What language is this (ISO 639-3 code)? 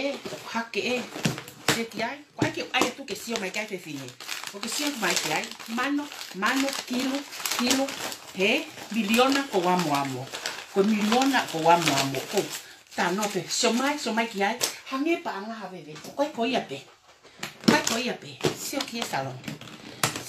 ton